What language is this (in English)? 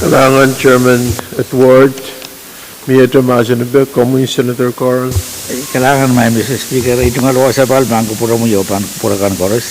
Pohnpeian